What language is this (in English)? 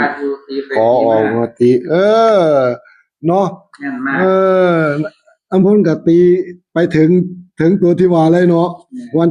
Northeastern Thai